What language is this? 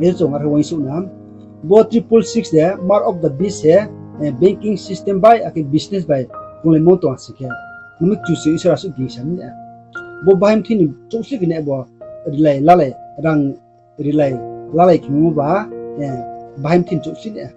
Riang (India)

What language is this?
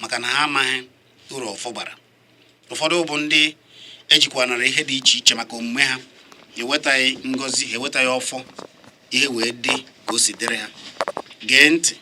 Igbo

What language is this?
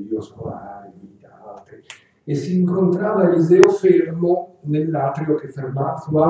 Italian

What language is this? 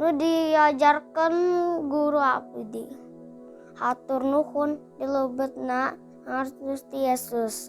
Sundanese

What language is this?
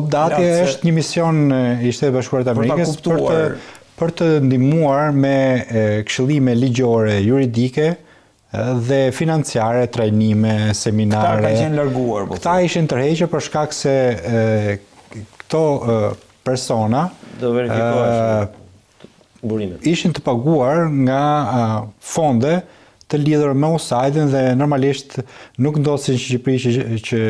Albanian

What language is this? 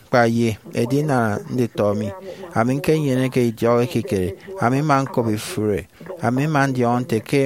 Efik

